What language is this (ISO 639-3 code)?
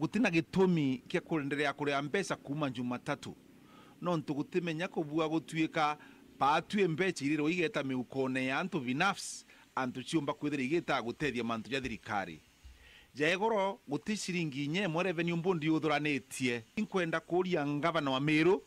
mer